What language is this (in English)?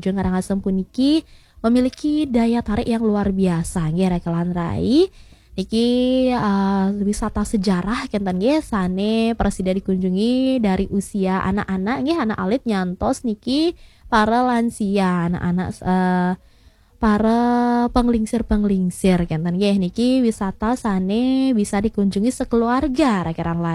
Balinese